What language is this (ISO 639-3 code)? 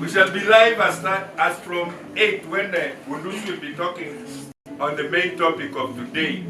guz